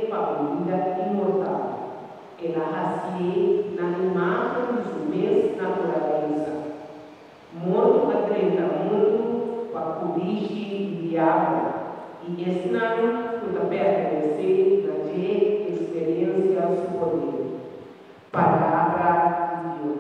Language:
Papiamento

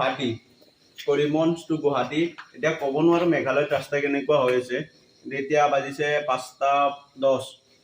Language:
Assamese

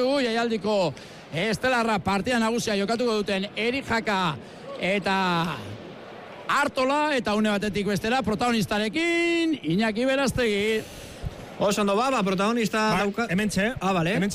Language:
Basque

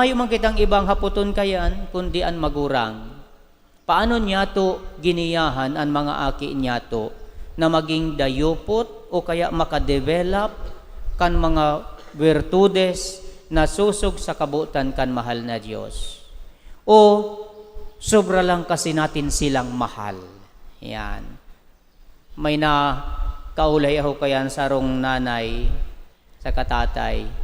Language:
Bikol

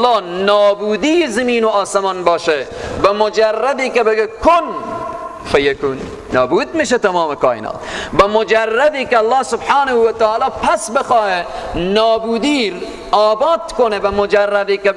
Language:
Persian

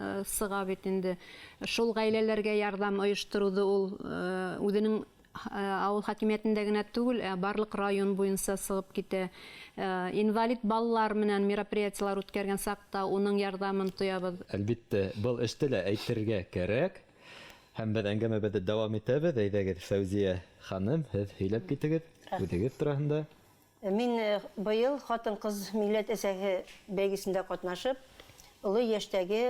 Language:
Bashkir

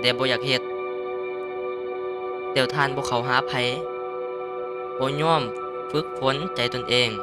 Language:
Lao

